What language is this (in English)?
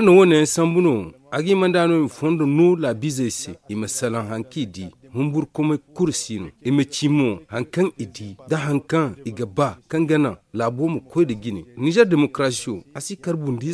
Zarma